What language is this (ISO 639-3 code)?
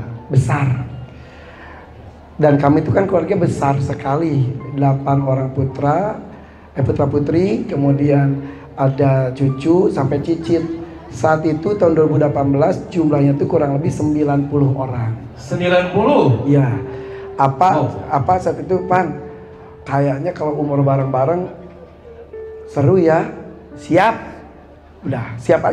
ind